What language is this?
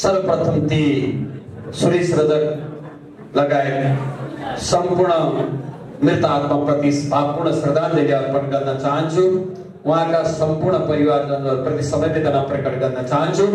Nepali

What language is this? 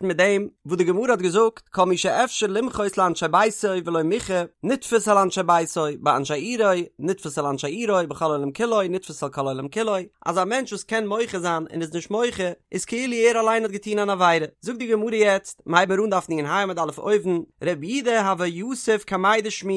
Yiddish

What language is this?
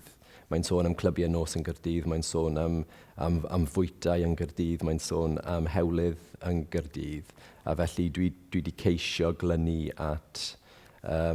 Welsh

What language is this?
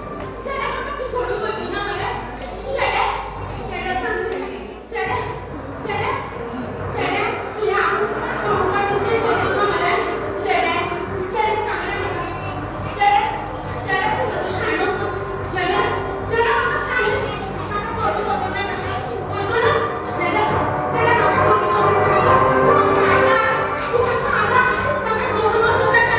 Konkani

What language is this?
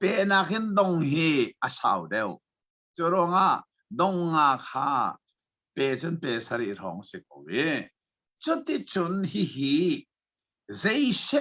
Hakha Chin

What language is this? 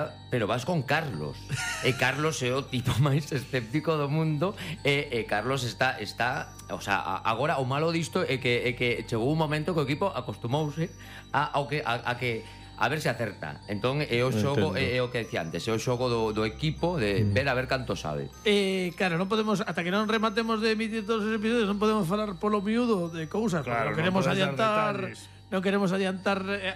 Galician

